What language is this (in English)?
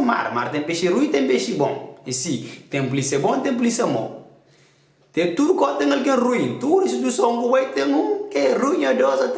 Kabuverdianu